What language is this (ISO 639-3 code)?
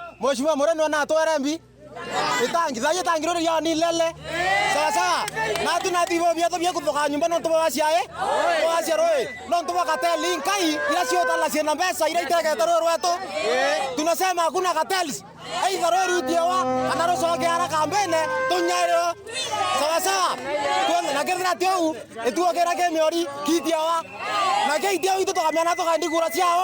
mer